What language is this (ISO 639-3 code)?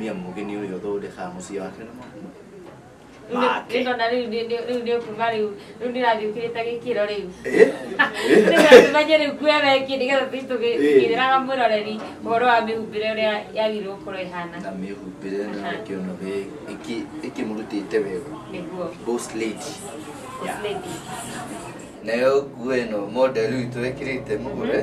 kik